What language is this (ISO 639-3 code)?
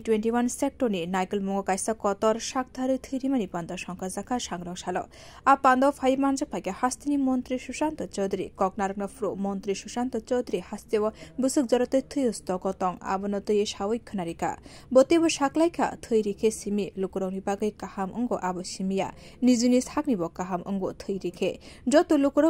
trp